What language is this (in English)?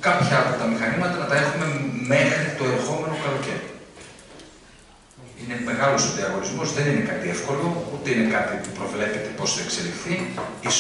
Greek